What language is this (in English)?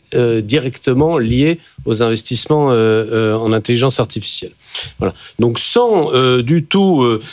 French